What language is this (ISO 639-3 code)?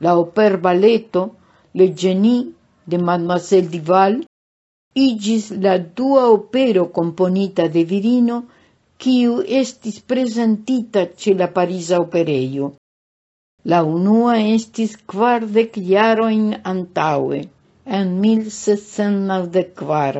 epo